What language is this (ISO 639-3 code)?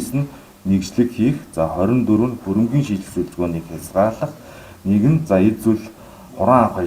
mon